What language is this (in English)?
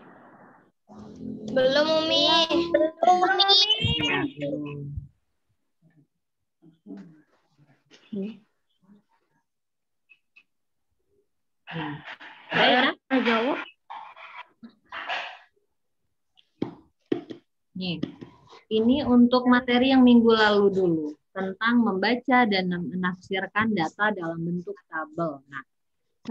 Indonesian